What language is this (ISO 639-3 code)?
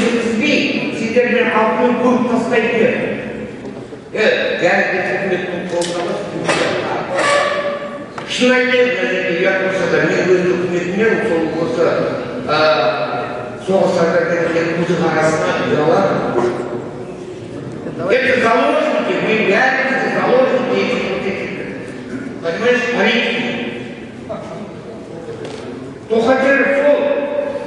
kaz